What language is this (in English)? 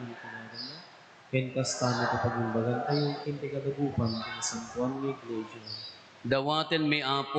Iloko